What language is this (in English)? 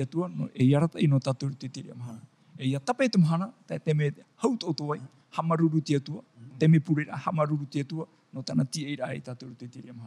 Tahitian